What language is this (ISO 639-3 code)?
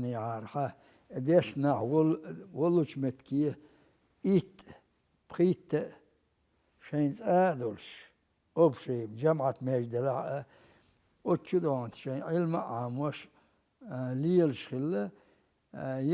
che